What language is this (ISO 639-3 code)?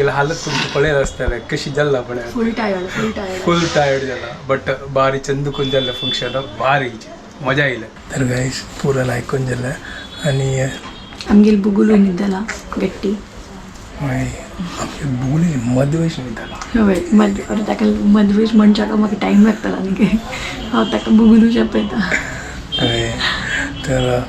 kok